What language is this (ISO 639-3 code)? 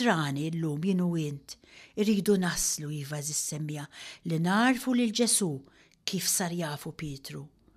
mlt